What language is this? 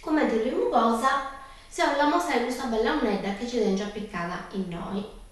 Sardinian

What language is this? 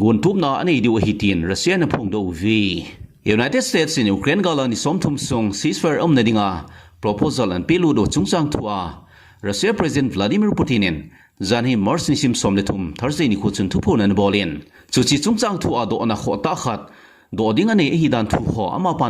Thado Chin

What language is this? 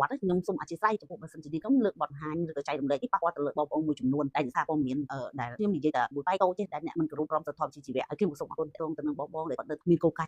Khmer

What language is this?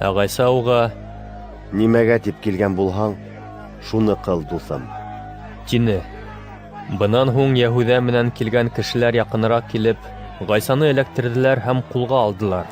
Bashkir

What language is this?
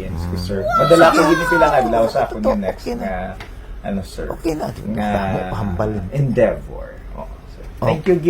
Hiligaynon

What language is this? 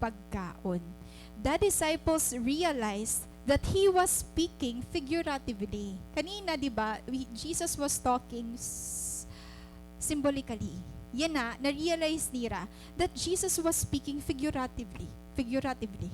Waray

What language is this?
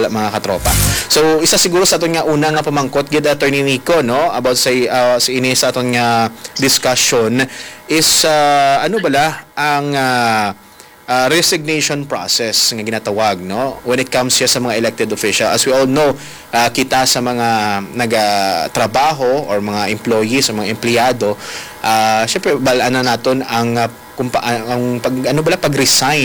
Hiligaynon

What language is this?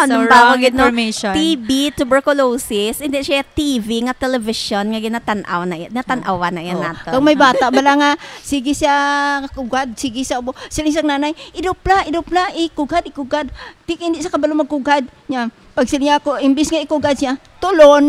Hiligaynon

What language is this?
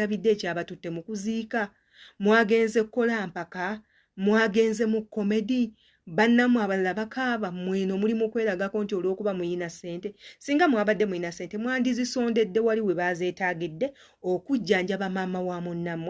Ganda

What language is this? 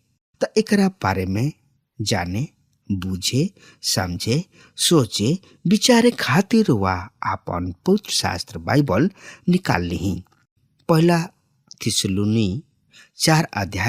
Bhojpuri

